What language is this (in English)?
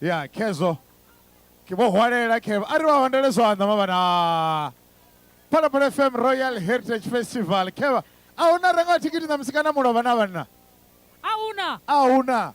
Venda